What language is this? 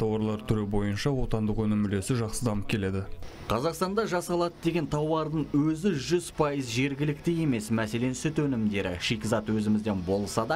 Kazakh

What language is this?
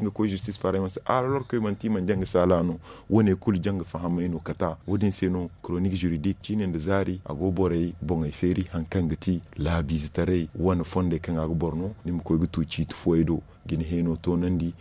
Zarma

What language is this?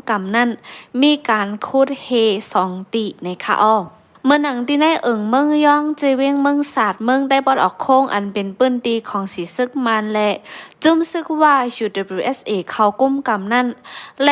Shan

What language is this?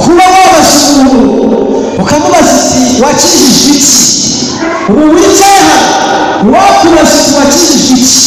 Kinyarwanda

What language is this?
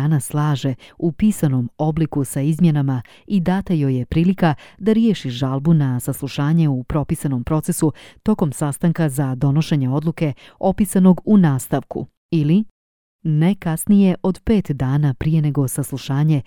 Croatian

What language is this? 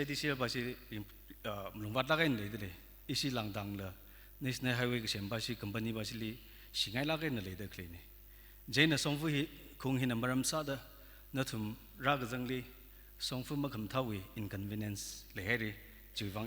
Tangkhul Naga (India)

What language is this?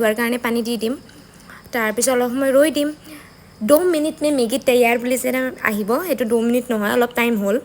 Assamese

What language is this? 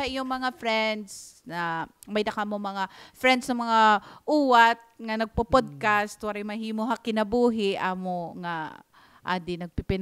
Waray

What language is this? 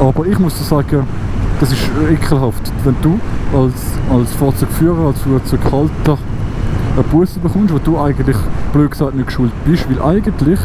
Swiss German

